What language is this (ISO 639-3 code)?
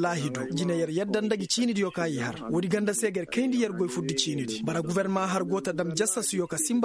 ses